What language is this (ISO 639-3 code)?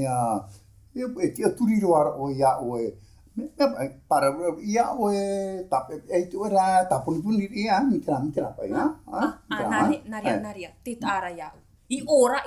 tah